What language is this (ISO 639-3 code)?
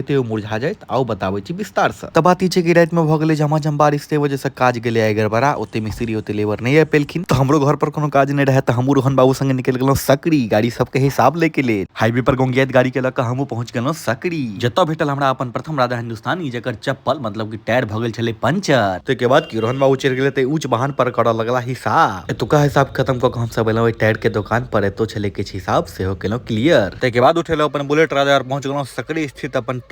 mai